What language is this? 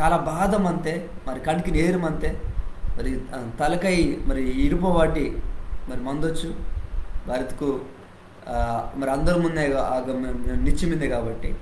Koya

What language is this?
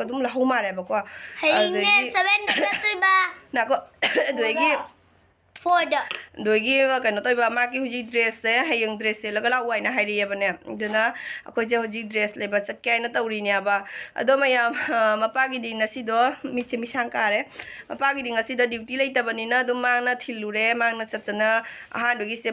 Manipuri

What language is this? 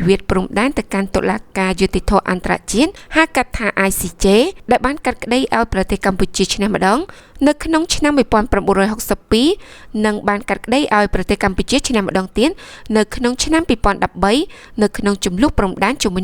Khmer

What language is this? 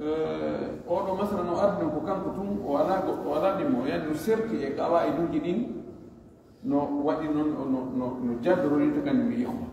Fula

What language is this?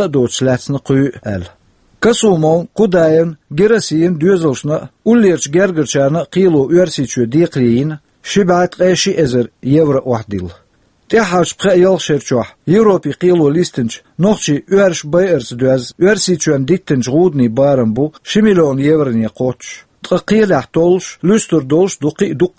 Chechen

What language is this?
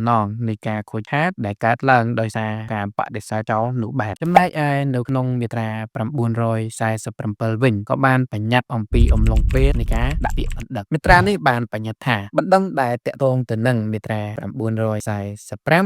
Khmer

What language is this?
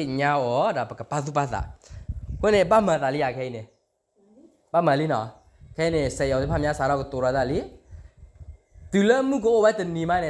S'gaw Karen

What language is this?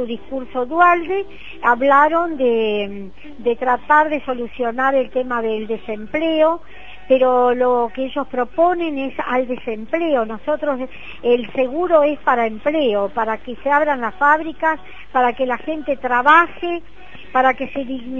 Spanish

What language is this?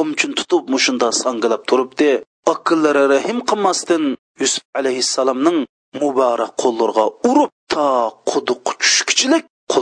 Uyghur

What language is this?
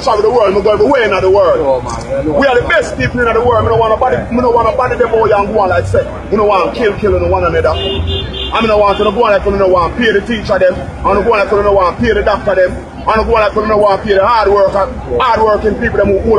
Jamaican Creole English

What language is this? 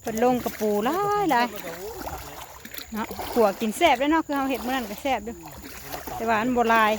Northeastern Thai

